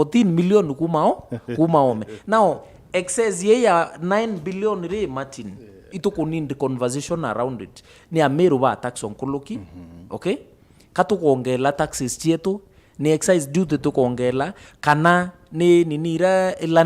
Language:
Meru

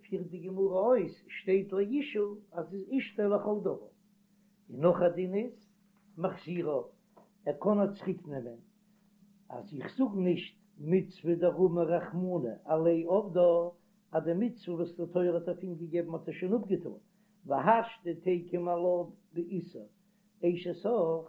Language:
Yiddish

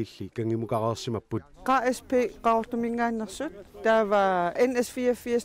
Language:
Kalaallisut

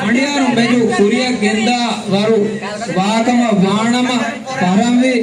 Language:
Divehi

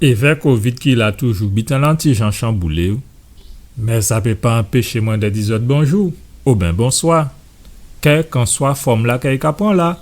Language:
Guadeloupean Creole French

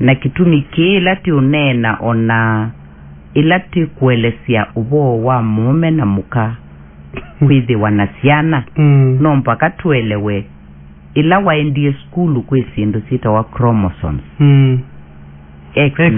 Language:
Kamba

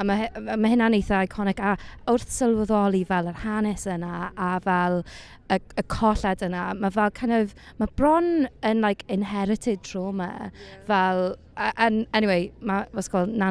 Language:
Welsh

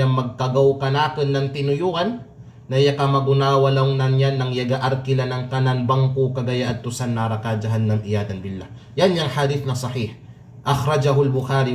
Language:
Kalagan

